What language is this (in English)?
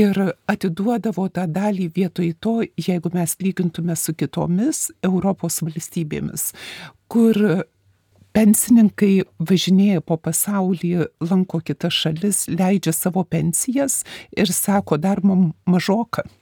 Lithuanian